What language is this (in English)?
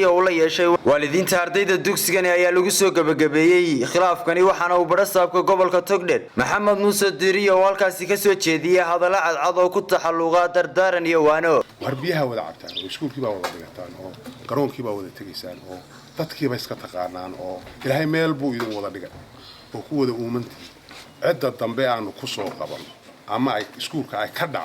Somali